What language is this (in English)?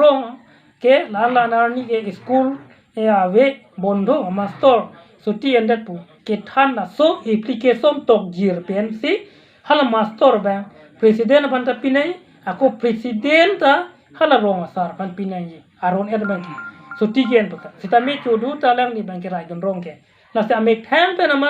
Karbi